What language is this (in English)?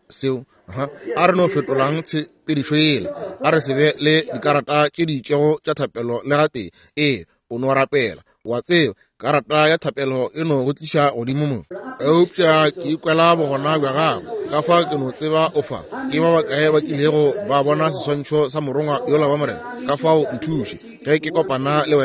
Northern Sotho